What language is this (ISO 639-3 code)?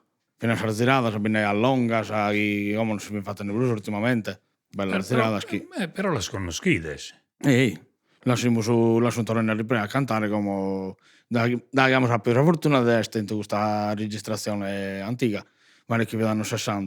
srd